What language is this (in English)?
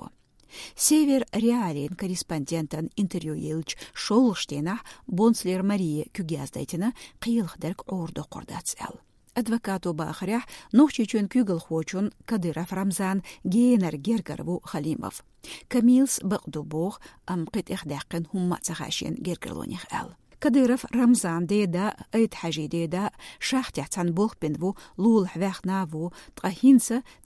Chechen